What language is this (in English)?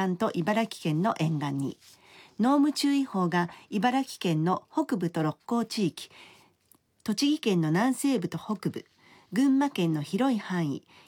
Japanese